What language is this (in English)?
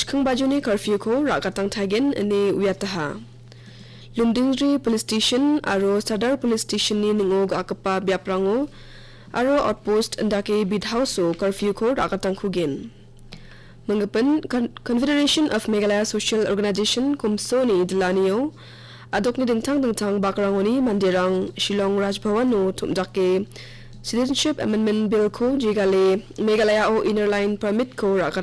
Garo